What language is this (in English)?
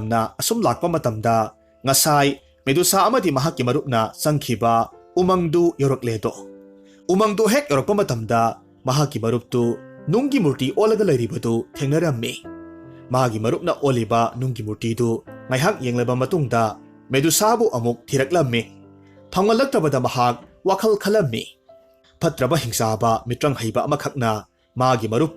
Manipuri